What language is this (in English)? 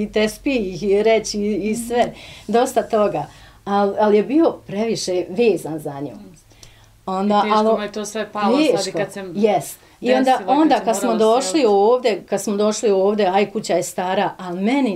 Bosnian